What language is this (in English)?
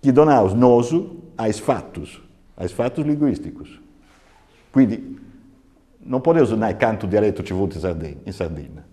Sardinian